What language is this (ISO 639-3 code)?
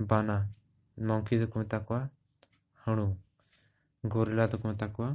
sat